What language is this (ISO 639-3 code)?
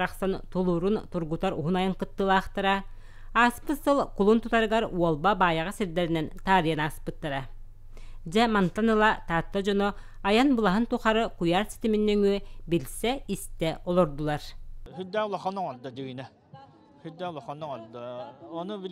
sah